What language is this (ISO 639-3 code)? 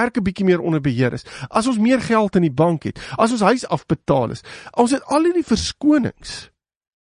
afr